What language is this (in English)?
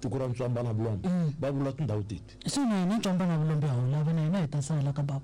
Tsonga